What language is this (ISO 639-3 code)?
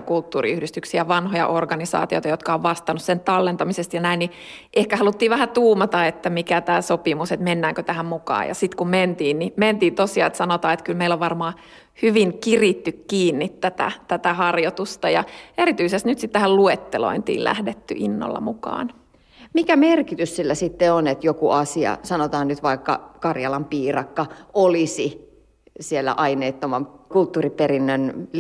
fin